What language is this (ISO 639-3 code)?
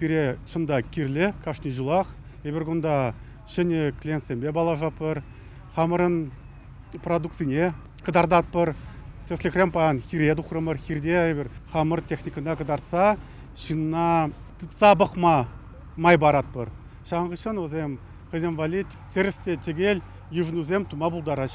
chv